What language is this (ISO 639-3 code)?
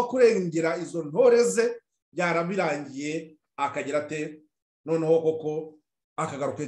kin